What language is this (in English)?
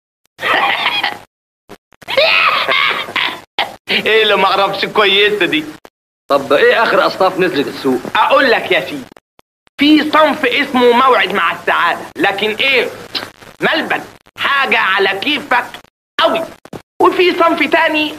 Egyptian Arabic